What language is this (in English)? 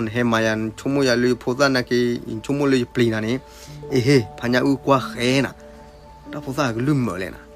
S'gaw Karen